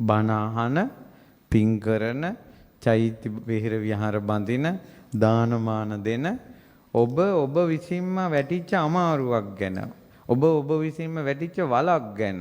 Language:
Sinhala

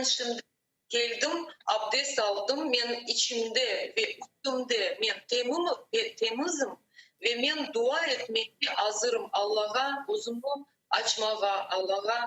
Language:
Crimean Tatar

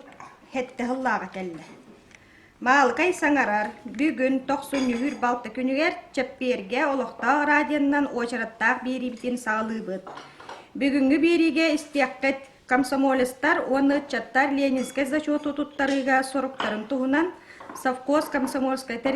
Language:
Yakut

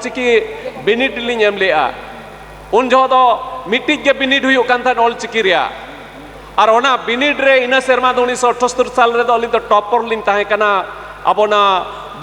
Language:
Santali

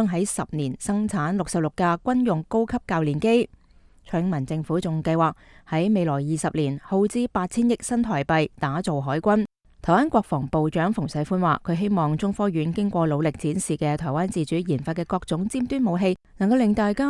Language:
Cantonese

